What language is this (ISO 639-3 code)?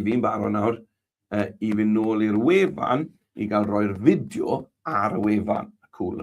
cym